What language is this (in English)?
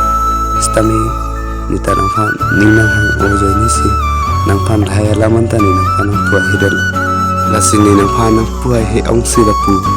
Karbi